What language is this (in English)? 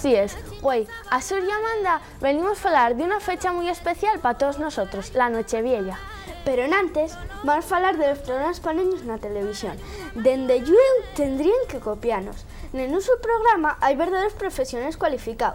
Asturian